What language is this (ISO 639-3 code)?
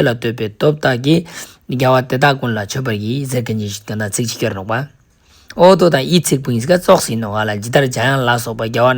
lbj